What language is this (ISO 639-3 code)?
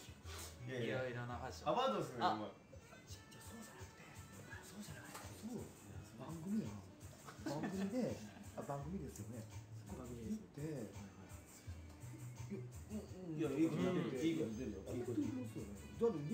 jpn